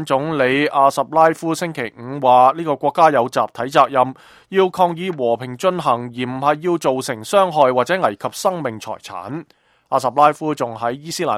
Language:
Cantonese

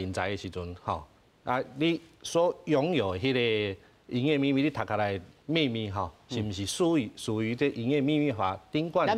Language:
Min Nan Chinese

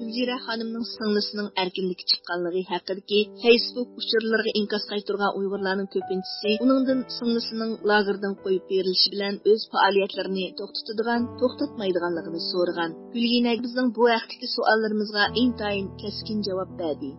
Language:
Uyghur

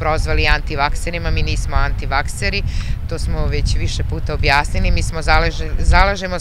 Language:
Serbian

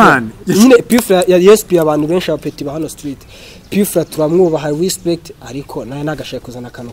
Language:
Kinyarwanda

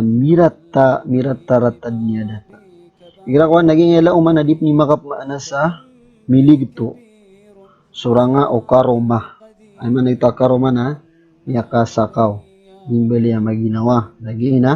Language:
Maranao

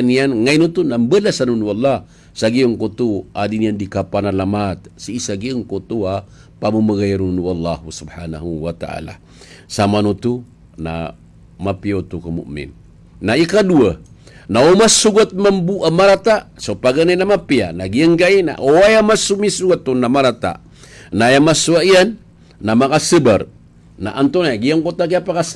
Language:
Maranao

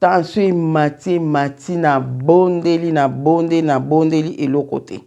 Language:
Lingala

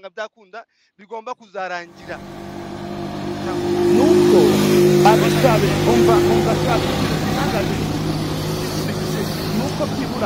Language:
Kinyarwanda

